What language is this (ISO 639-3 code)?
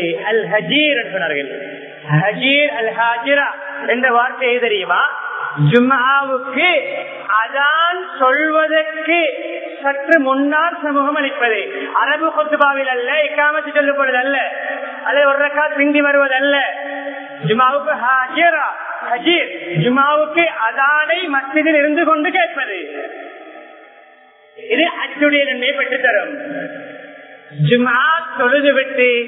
tam